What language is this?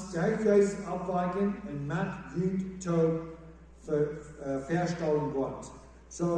Plautdietsch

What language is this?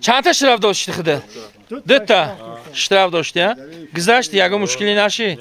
Tajik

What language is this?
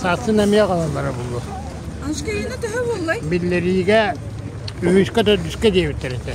Yakut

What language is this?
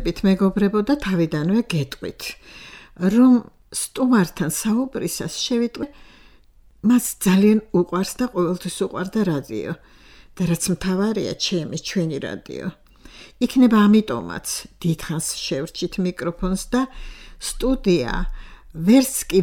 Georgian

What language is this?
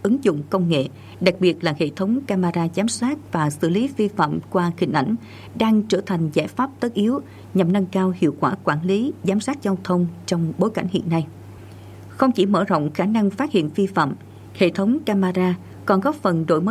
Vietnamese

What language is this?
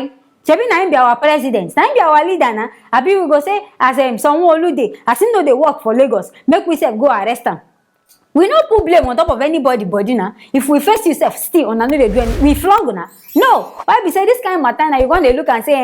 Nigerian Pidgin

